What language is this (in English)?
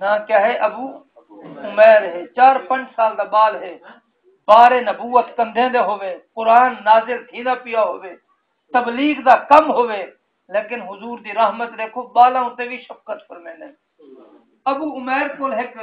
Saraiki